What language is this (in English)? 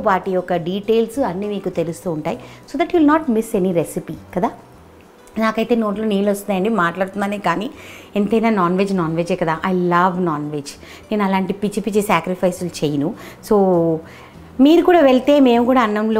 Telugu